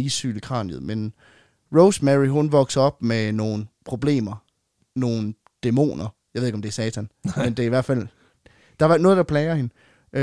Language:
Danish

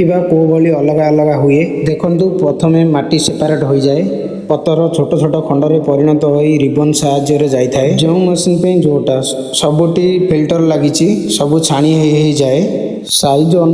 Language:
Odia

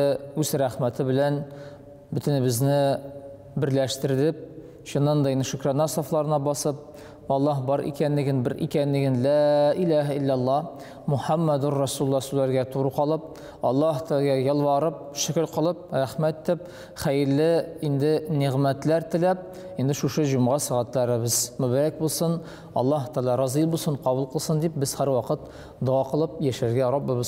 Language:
Tatar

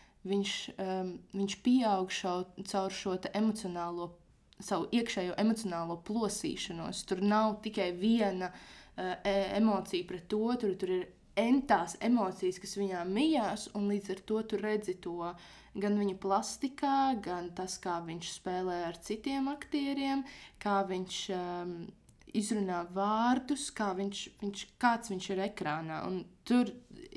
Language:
Latvian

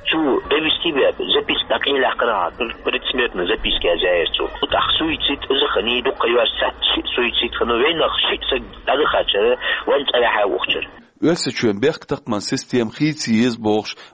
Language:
Chechen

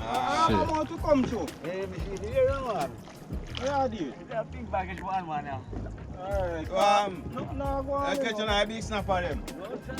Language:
Jamaican Creole English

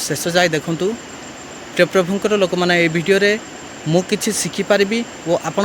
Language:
Odia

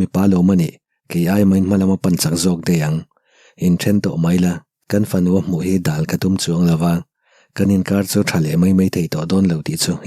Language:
Mizo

